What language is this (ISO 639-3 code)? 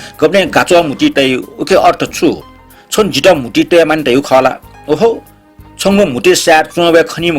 new